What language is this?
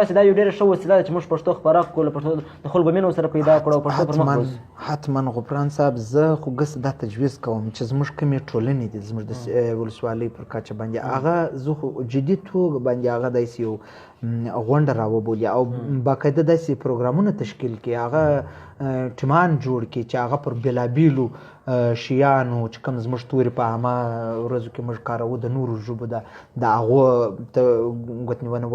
Pashto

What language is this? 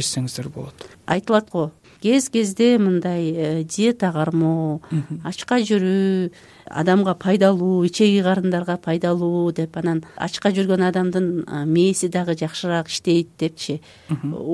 Kyrgyz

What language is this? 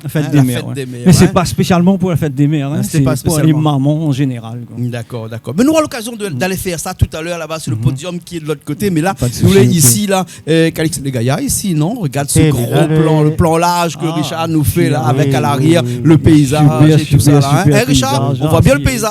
Réunion Creole French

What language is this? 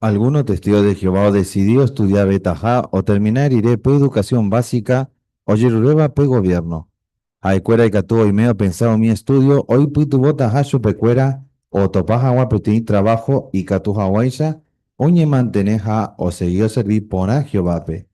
Guarani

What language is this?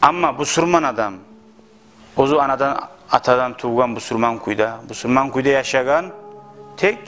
Kumyk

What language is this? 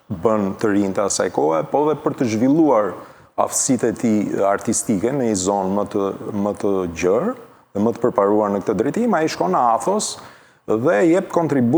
Albanian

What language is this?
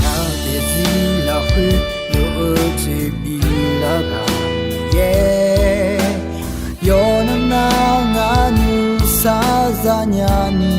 Akha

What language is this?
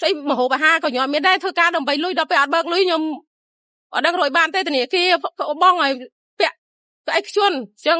Khmer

